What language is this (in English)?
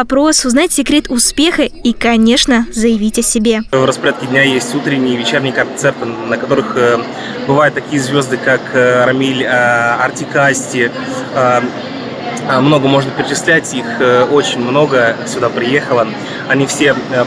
Russian